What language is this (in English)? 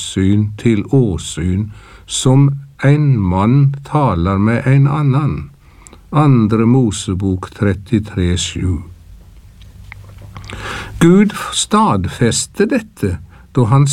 Norwegian